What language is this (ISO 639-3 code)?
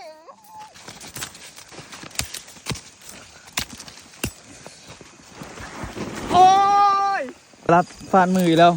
lao